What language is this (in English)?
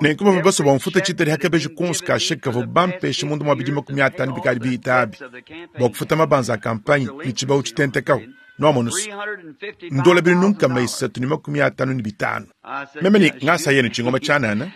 Luba-Lulua